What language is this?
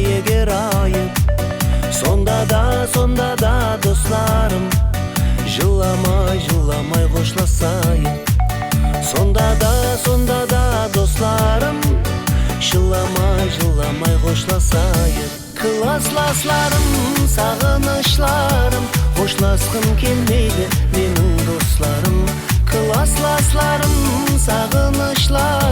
Kara-Kalpak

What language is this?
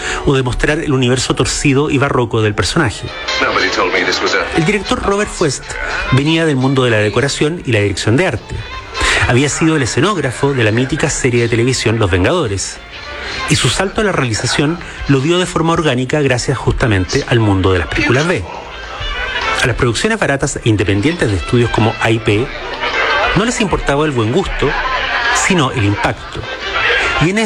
Spanish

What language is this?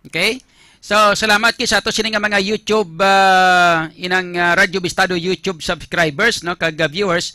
Hiligaynon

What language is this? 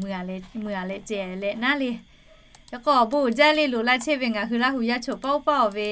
Lahu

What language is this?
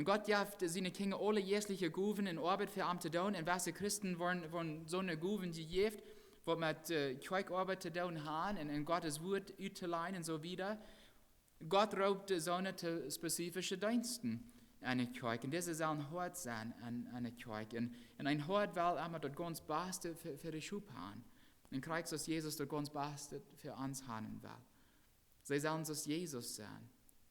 Plautdietsch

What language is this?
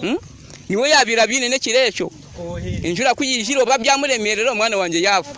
Nyoro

